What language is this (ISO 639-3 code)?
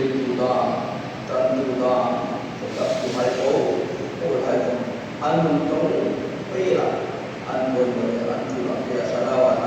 hmr